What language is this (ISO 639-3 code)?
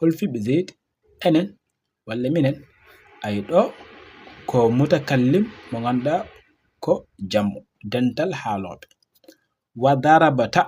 ful